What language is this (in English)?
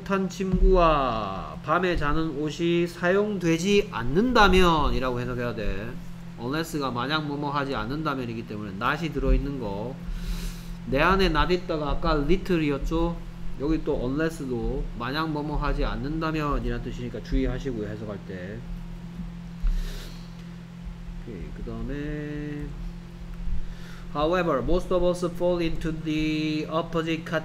Korean